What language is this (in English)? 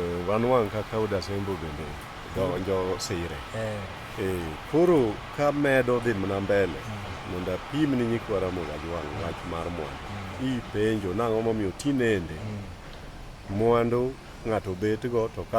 Luo (Kenya and Tanzania)